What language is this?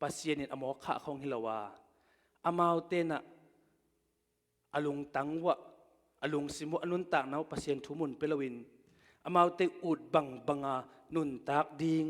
Tedim Chin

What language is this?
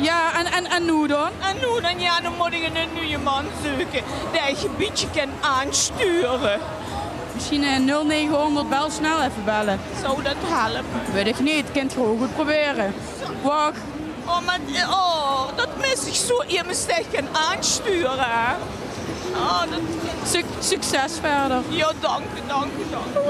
Limburgish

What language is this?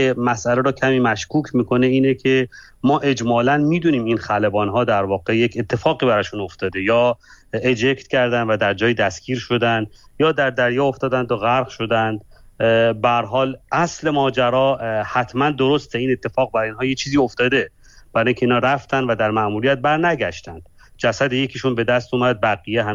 Persian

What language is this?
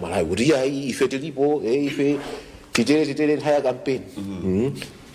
Nyanja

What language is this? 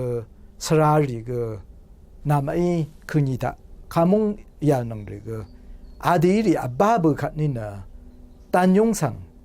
Rawang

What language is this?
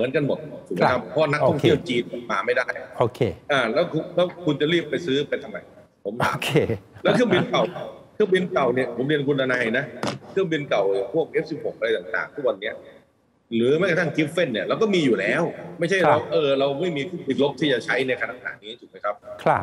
Thai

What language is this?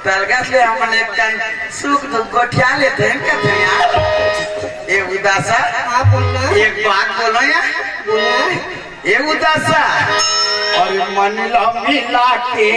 Chhattisgarhi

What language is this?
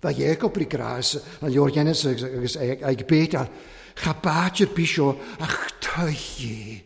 Welsh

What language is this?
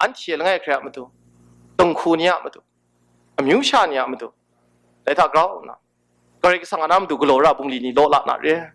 Kachin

